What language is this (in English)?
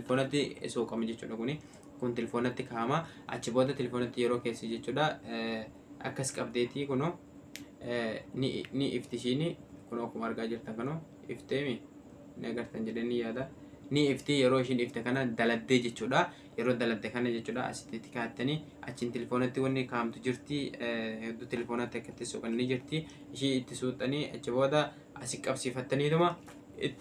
Oromo